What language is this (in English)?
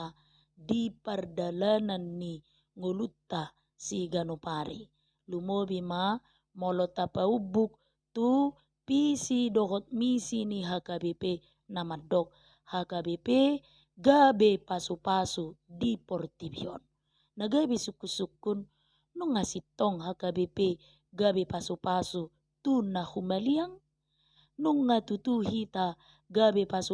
Batak Toba